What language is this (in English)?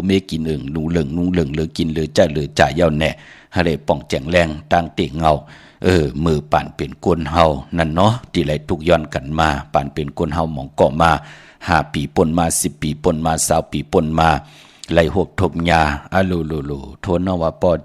Shan